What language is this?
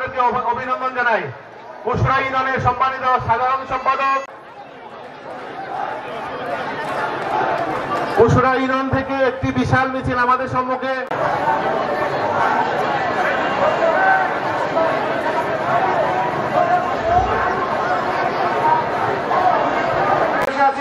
Bangla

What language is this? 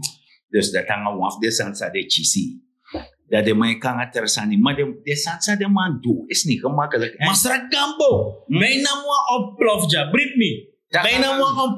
Sranan Tongo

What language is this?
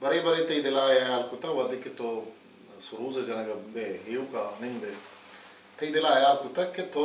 Baluchi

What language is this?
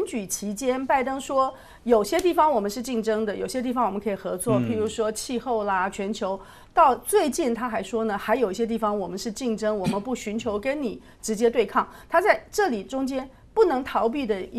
Chinese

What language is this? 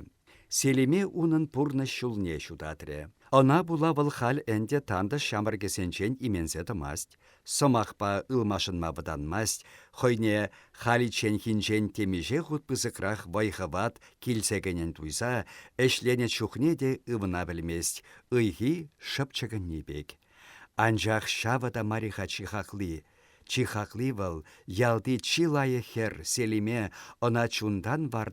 Chuvash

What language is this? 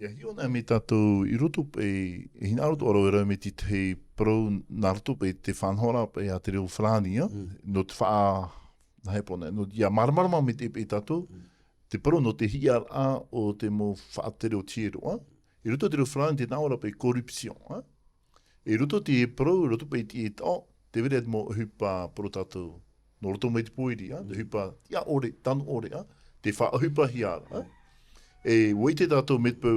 Tahitian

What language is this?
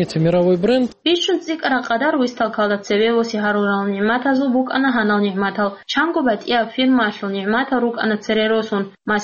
Avaric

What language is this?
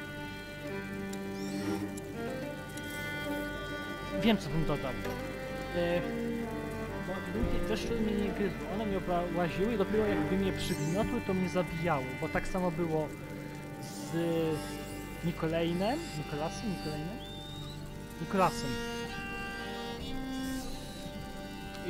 Polish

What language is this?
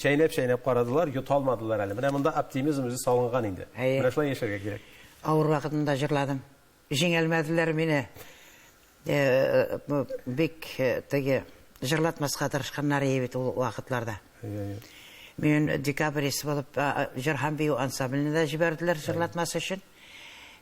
Tatar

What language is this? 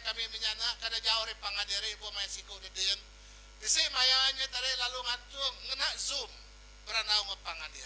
Iban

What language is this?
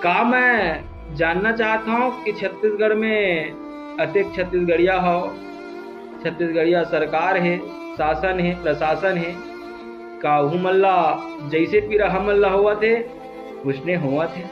Chhattisgarhi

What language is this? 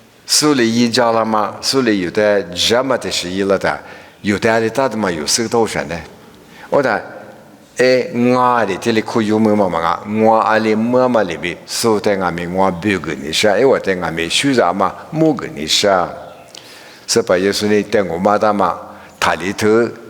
Lisu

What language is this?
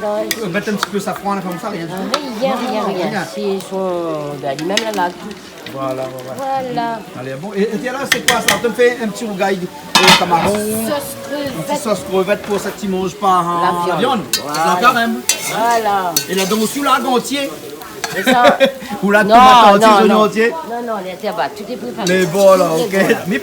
Réunion Creole French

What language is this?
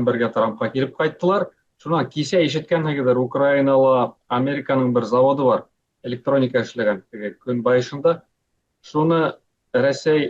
Bashkir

